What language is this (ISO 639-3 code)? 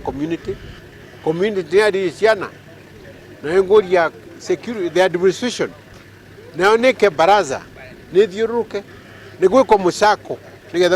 kik